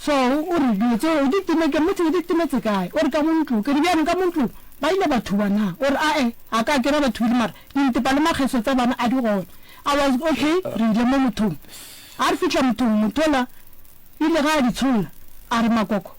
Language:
Northern Sotho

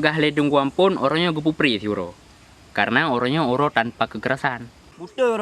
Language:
Achinese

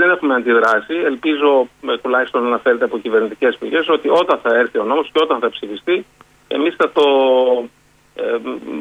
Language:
Greek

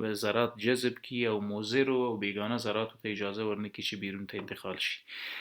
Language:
Pashto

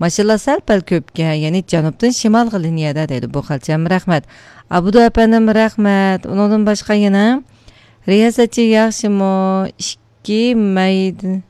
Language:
Uyghur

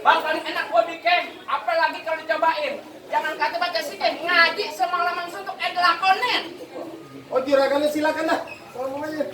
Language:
Betawi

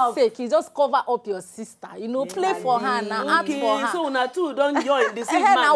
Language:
Nigerian Pidgin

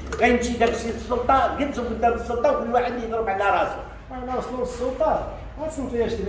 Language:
Moroccan Arabic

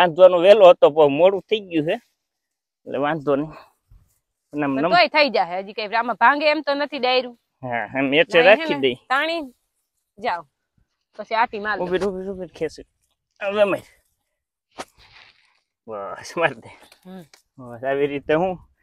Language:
Gujarati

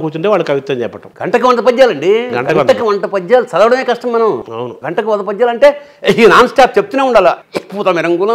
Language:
Telugu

